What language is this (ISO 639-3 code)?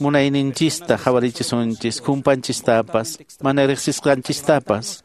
que